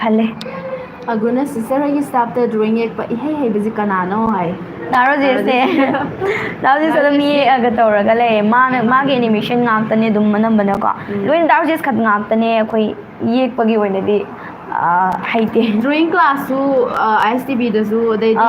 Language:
Manipuri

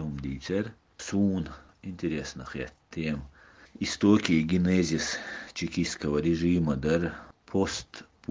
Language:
Chechen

